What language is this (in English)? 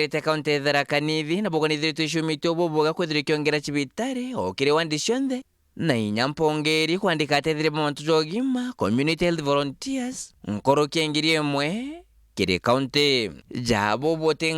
Meru